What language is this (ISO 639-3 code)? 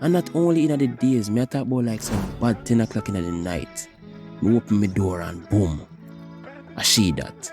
jam